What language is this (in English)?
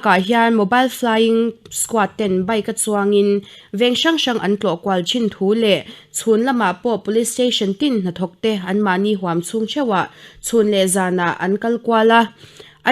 Mizo